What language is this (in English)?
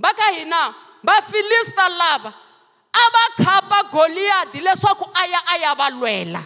Tsonga